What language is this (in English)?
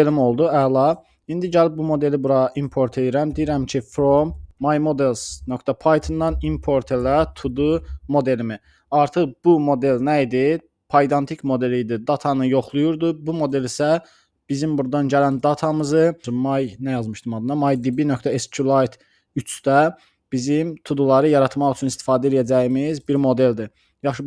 Azerbaijani